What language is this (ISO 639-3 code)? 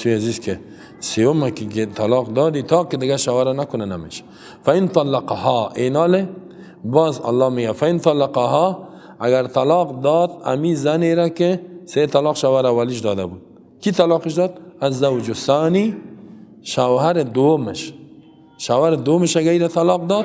fas